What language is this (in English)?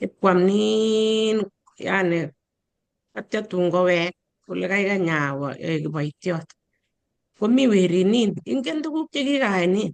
Kalenjin